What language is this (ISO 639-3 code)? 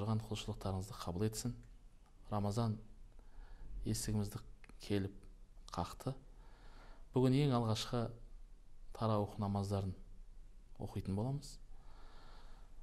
kaz